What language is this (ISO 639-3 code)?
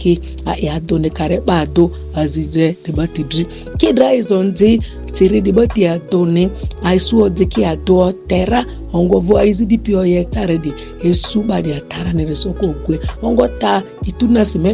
mhi